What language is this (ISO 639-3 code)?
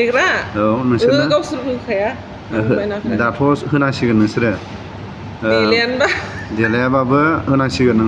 brx